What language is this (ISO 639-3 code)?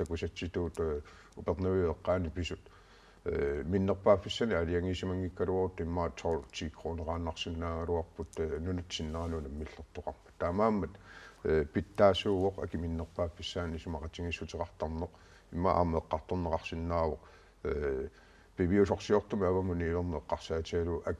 kal